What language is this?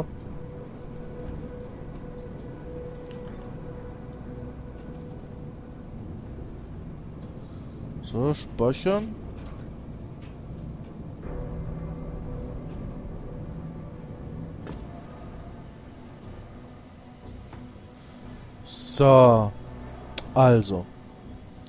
German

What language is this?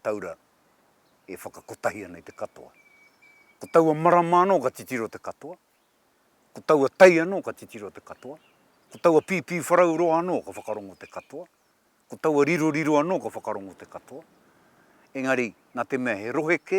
Māori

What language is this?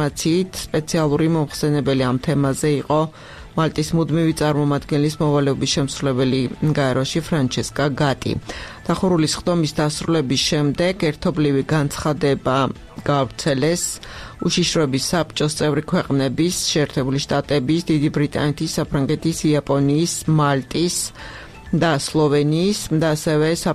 Georgian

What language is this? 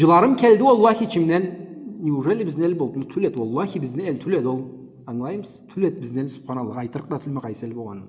Karachay-Balkar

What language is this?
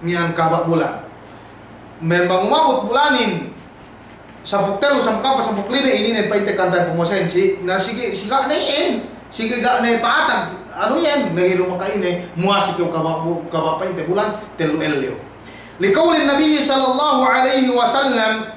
Yakan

